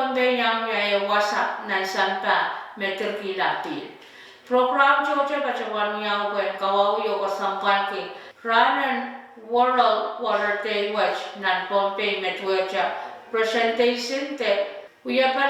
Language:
Pohnpeian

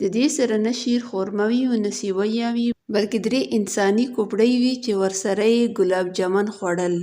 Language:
Pashto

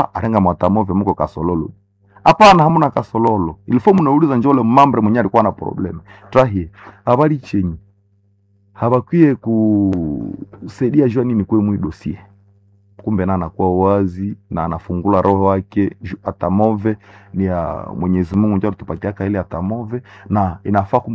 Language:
Swahili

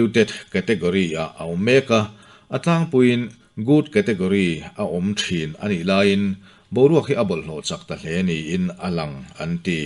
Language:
Mizo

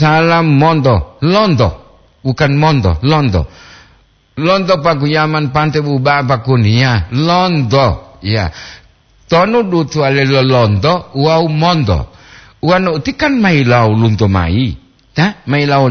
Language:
Gorontalo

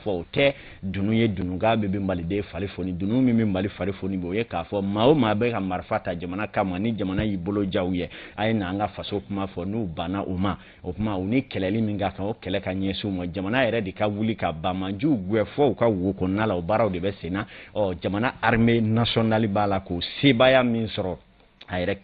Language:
Bambara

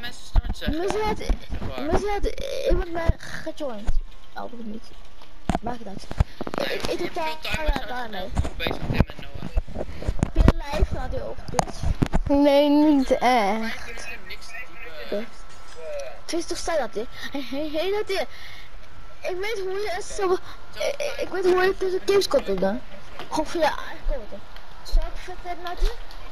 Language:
Dutch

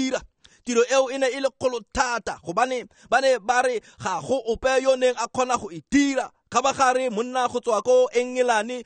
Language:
Tswana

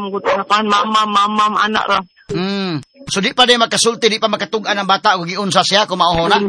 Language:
Cebuano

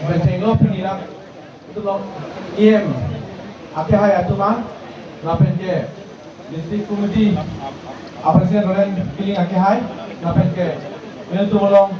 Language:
Karbi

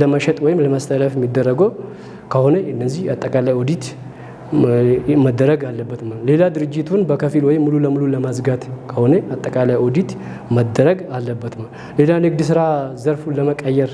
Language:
Amharic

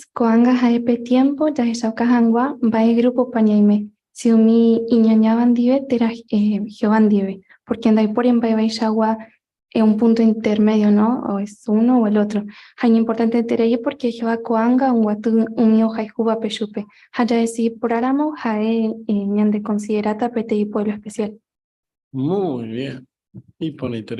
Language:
Guarani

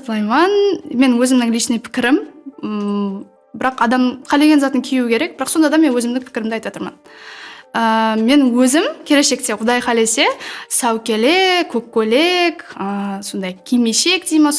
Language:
Kara-Kalpak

